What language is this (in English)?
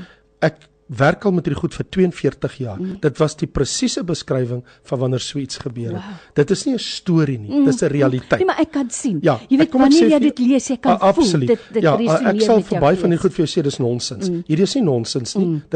Afrikaans